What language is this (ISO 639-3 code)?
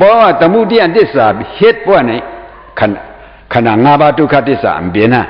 shn